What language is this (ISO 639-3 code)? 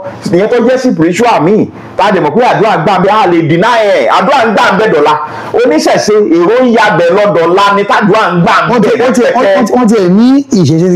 yor